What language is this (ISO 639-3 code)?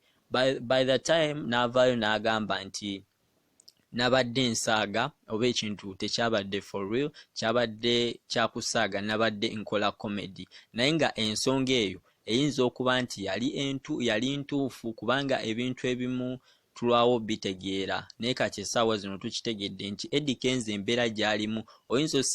lug